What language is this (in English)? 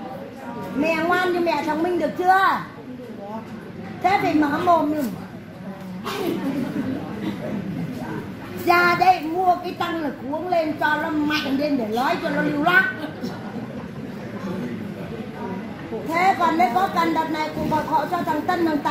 Vietnamese